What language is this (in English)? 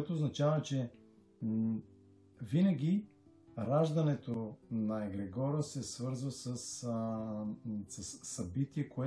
Bulgarian